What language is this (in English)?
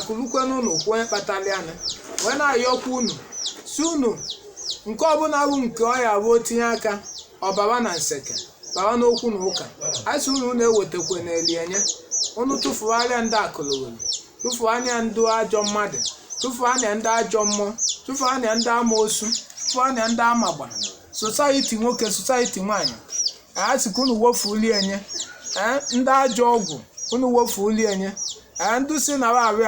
Igbo